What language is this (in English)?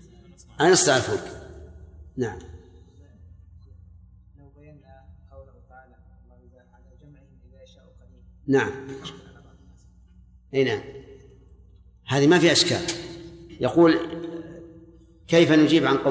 Arabic